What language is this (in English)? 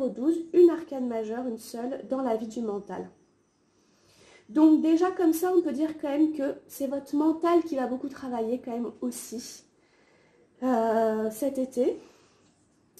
French